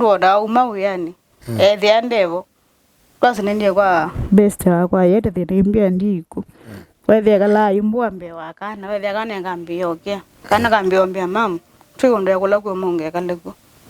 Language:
Kamba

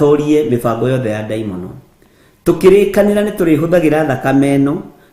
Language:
Kikuyu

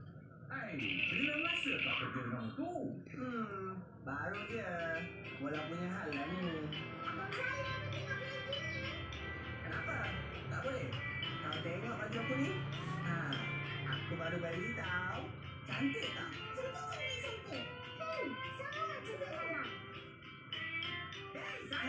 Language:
Malay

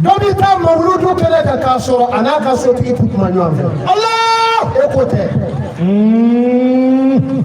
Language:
Bambara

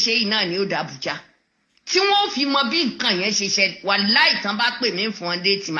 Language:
Yoruba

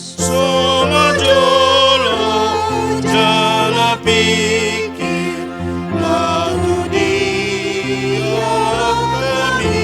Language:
Batak Toba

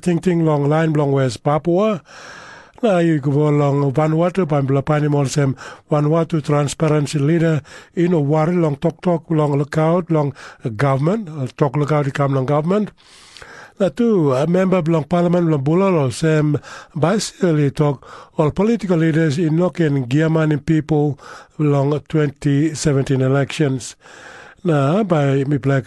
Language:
Tok Pisin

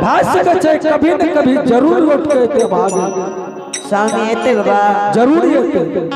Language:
Angika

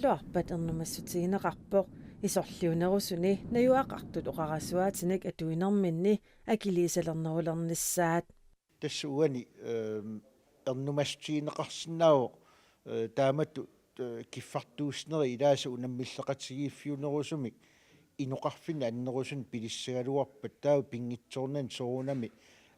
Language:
Kalaallisut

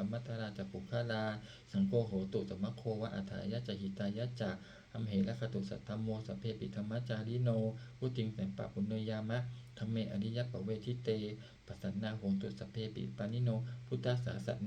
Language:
Pali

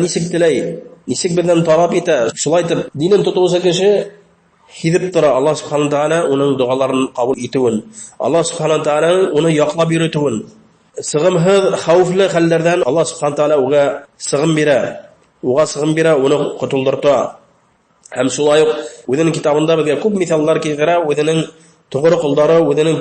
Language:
Bashkir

